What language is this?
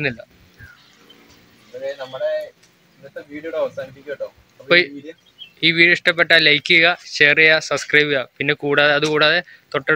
Malayalam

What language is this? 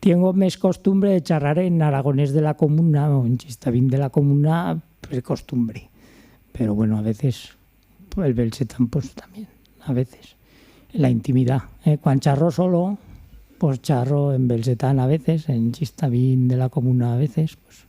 Aragonese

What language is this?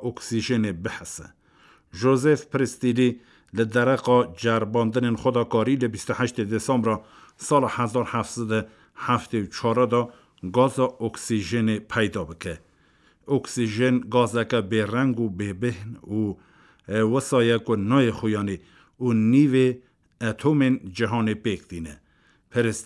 Kurdish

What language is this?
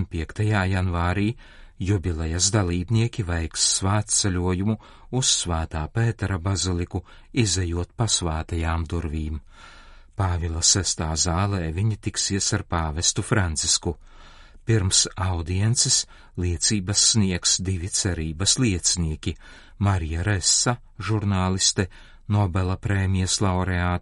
Latvian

